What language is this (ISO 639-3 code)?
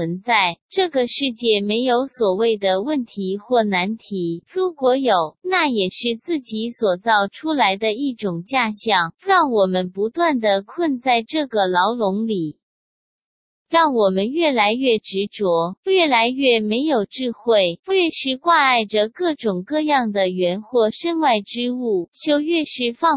zho